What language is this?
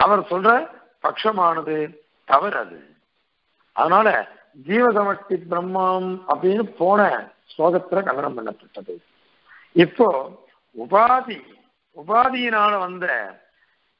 Tamil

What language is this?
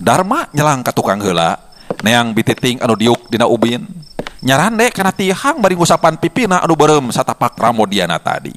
Sundanese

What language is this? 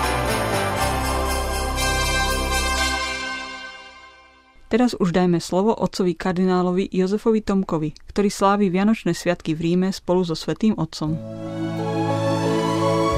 Slovak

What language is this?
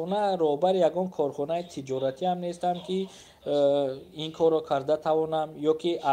Tajik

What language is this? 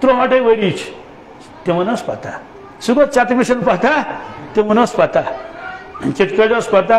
Kashmiri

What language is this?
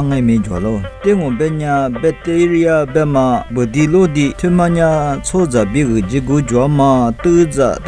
Lisu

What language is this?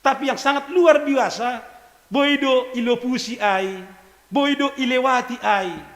Batak Simalungun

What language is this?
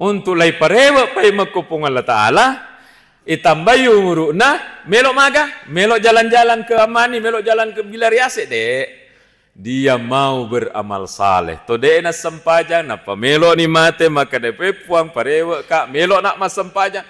Buginese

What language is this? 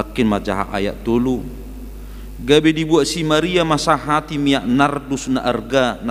Batak Toba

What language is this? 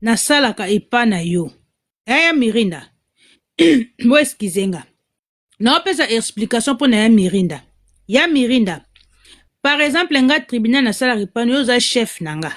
Lingala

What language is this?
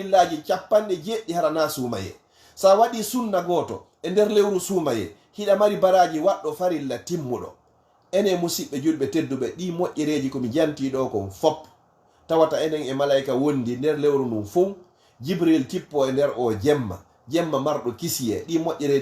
Fula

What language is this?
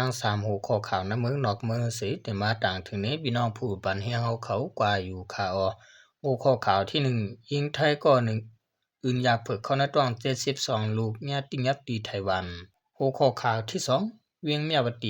Shan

